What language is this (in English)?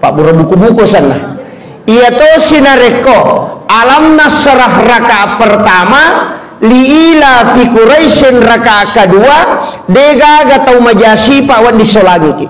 Buginese